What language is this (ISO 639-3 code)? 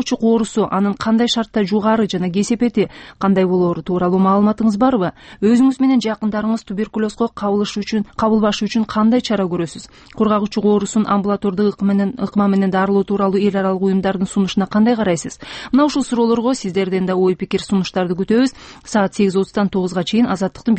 kir